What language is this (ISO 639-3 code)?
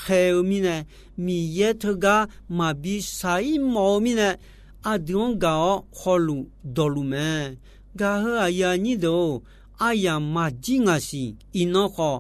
ahk